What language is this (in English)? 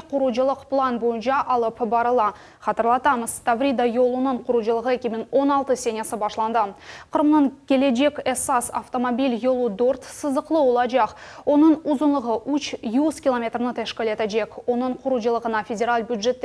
Crimean Tatar